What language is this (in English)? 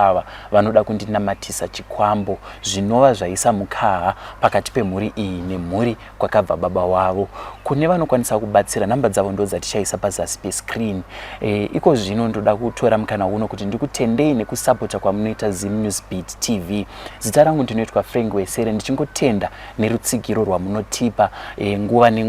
Shona